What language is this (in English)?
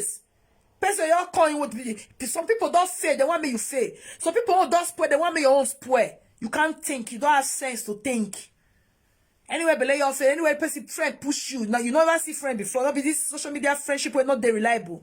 Nigerian Pidgin